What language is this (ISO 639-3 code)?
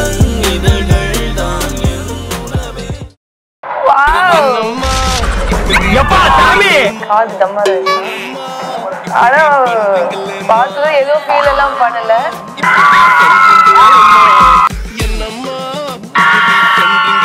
tam